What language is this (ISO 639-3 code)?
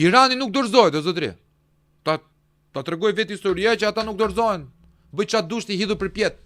sqi